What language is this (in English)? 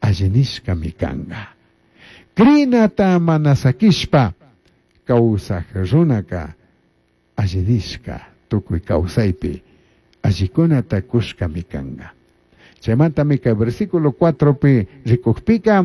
Chimborazo Highland Quichua